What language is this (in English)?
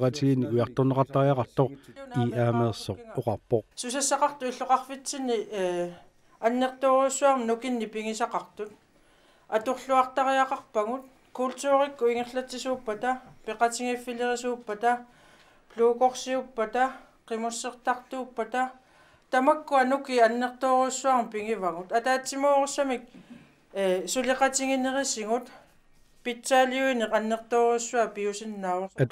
Kalaallisut